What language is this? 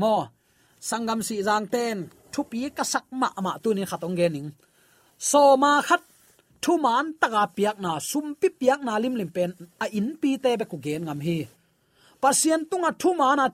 Tedim Chin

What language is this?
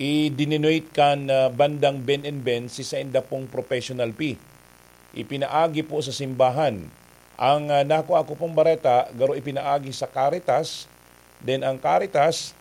Bikol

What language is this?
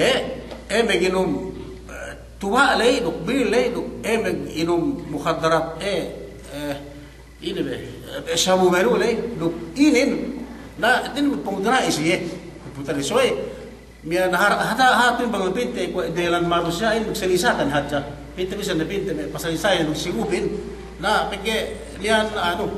Yakan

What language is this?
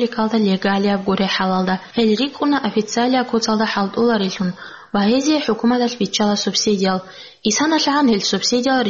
Avaric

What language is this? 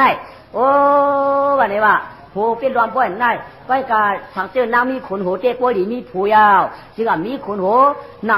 Shan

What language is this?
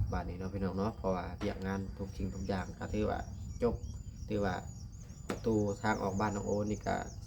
Lao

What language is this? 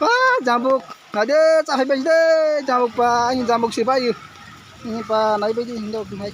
Kok Borok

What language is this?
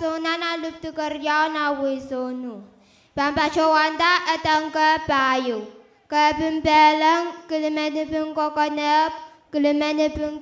Pohnpeian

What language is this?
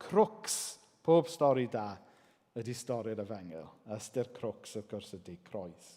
Welsh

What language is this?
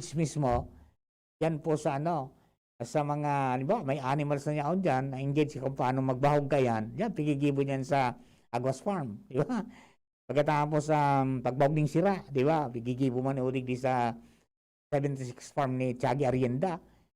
Bikol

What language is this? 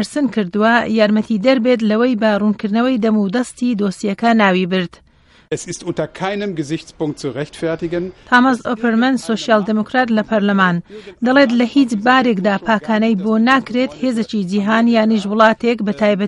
Central Kurdish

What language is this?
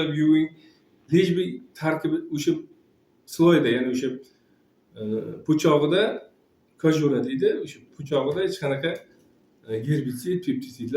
Uzbek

